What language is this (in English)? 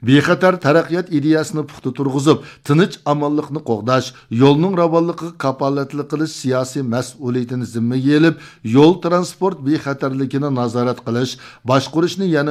Uyghur